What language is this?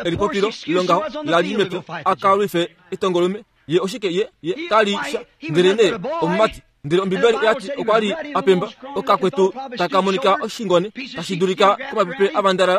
Kuanyama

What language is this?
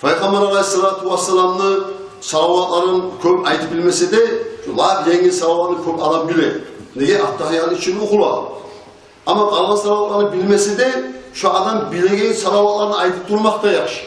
Kumyk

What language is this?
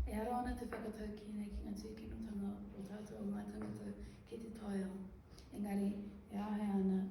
Māori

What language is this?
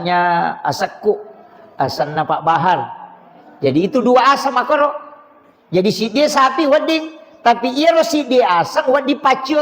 Buginese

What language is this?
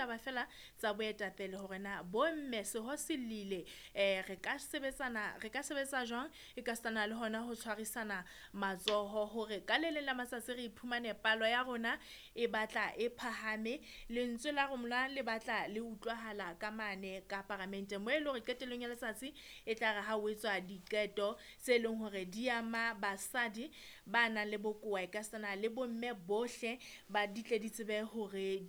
Southern Sotho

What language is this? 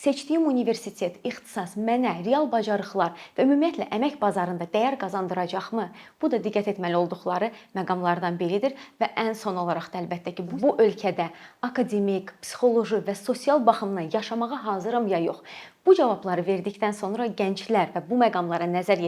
Azerbaijani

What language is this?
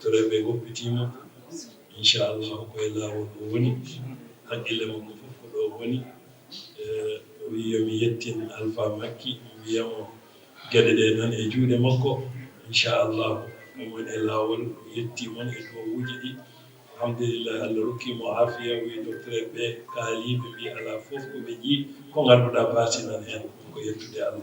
Fula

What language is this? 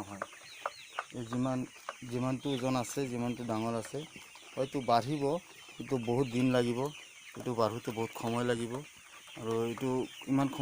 Assamese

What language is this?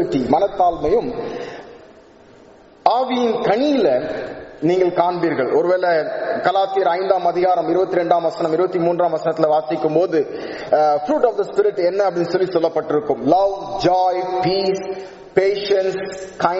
Tamil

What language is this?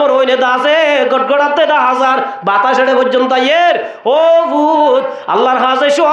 Rohingya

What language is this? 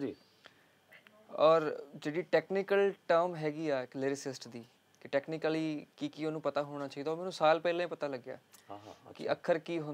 Punjabi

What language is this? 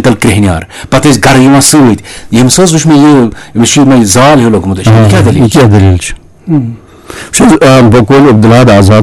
Kashmiri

